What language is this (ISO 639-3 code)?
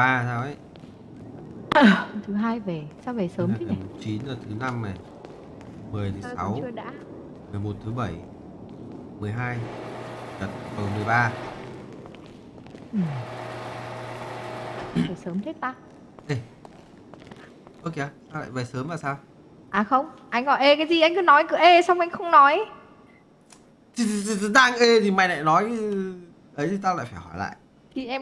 vie